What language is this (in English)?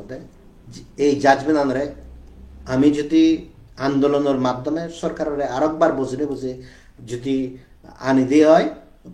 Chakma